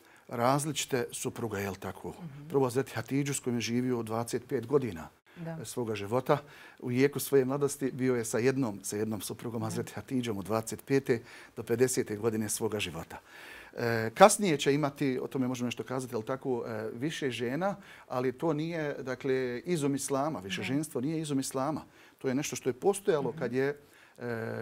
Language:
Bosnian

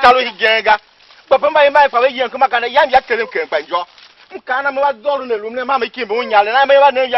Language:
Tiv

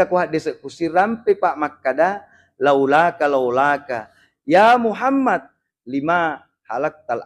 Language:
Buginese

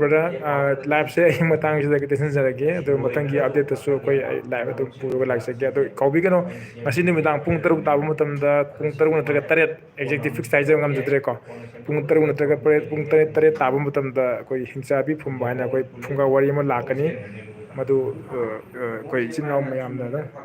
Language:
Manipuri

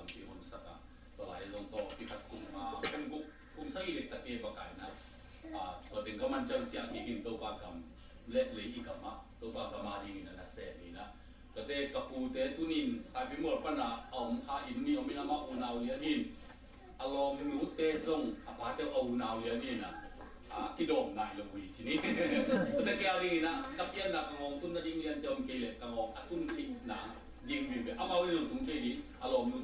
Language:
Tedim Chin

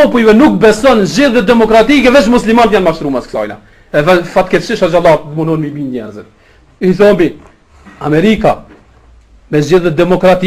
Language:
Albanian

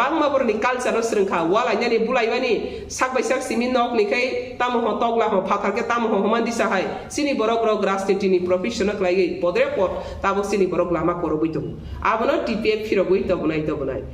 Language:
Kok Borok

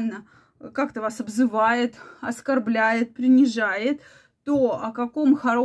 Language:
Russian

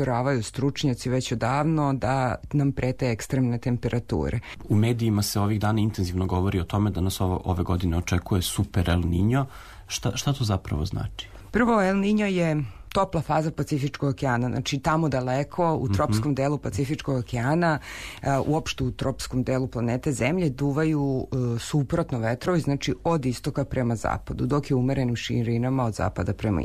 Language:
Serbian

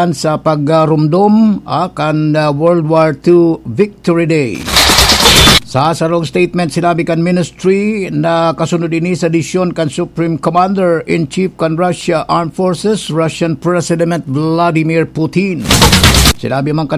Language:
Bikol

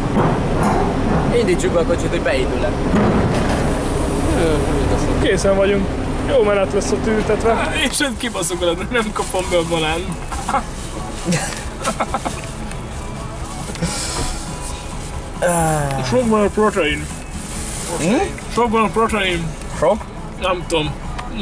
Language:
Hungarian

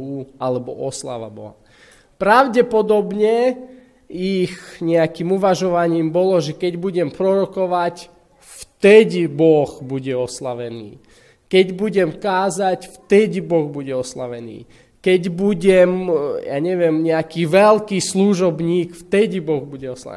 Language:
Slovak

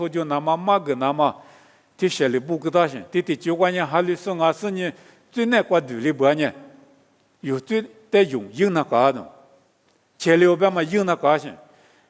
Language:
Lisu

